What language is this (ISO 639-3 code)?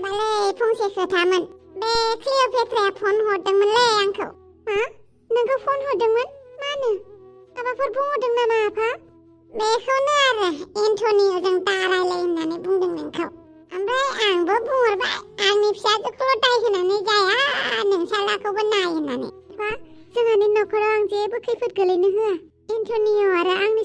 brx